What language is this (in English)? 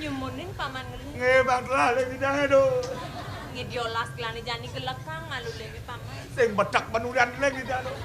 Balinese